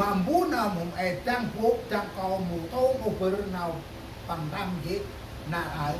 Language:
Central Mnong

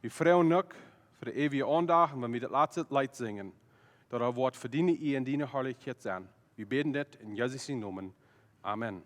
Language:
Plautdietsch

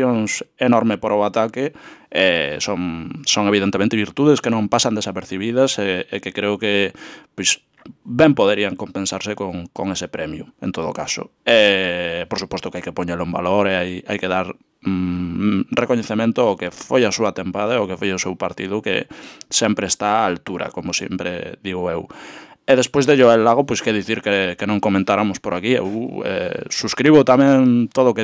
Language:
Galician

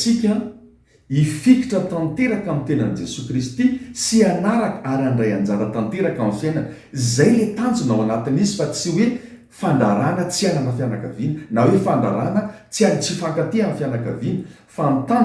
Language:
Malagasy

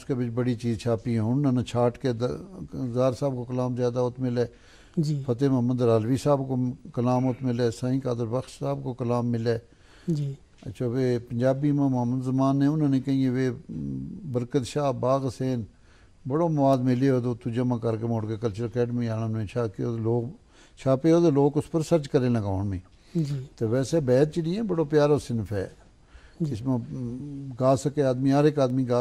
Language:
Gujari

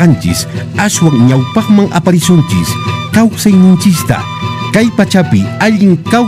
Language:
Quechua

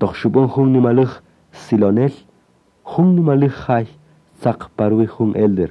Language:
Kaqchikel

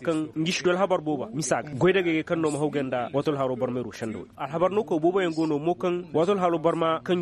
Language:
Koyraboro Senni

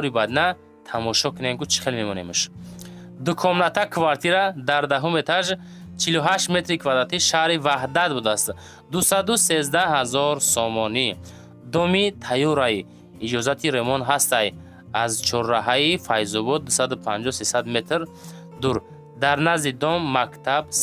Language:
Tajik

